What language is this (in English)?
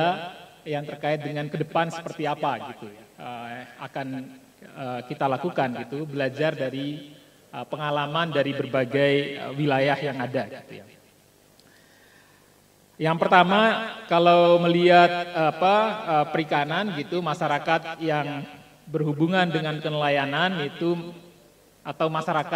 Indonesian